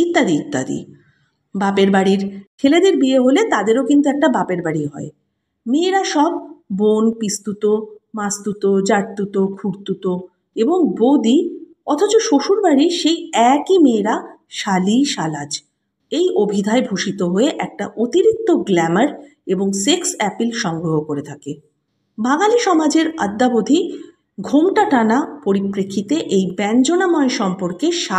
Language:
Bangla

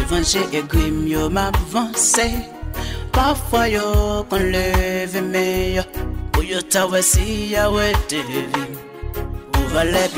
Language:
Haitian Creole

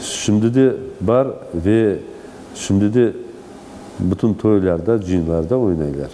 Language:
Crimean Tatar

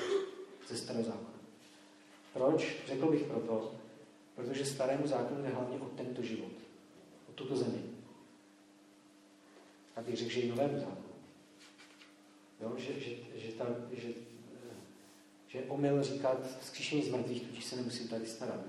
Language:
Czech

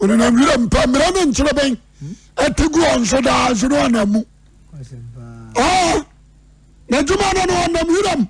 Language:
Akan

